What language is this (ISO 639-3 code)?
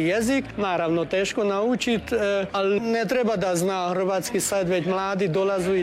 hrv